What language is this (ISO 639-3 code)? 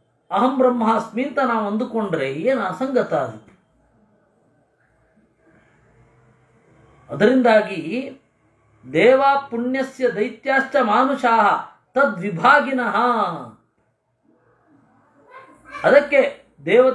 kan